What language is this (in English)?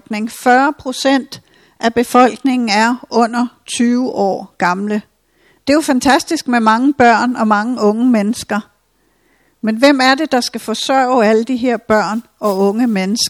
Danish